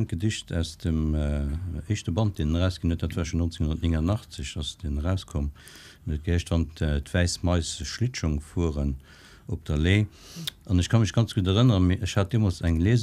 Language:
Luxembourgish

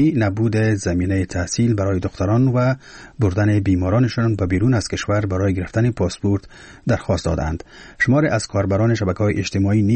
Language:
Persian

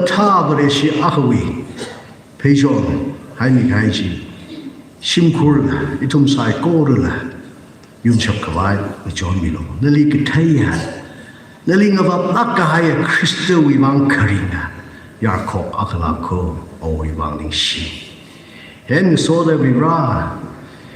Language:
Tangkhul Naga (India)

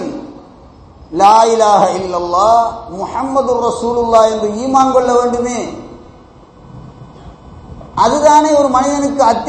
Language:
Tamil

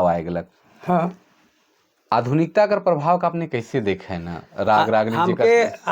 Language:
Sadri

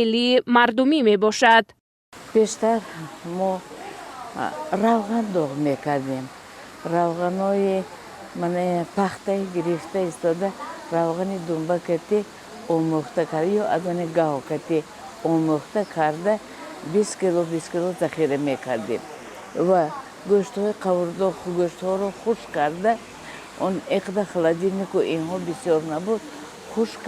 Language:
Tajik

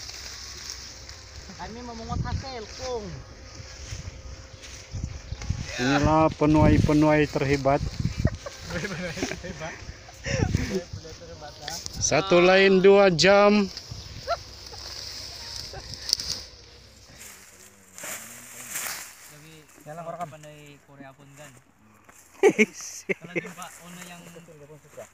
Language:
Malay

